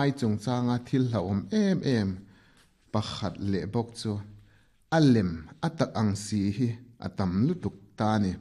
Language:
Mizo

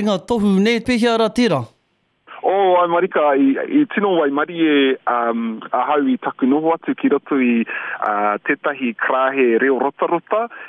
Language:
Māori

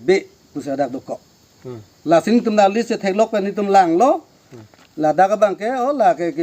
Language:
Karbi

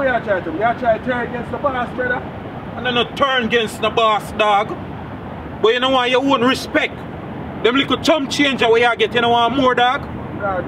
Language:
Jamaican Creole English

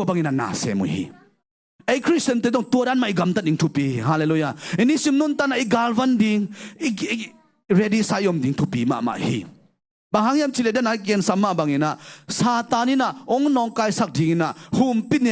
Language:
Tedim Chin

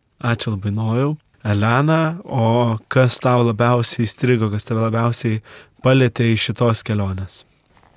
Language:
Lithuanian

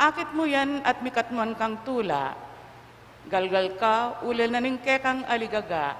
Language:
Pampanga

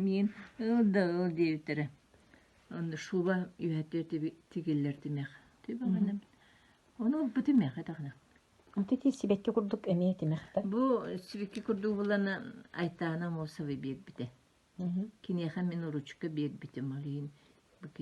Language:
Yakut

